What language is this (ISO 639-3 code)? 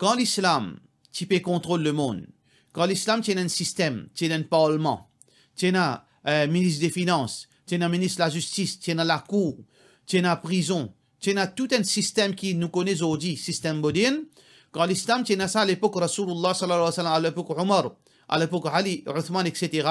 mfe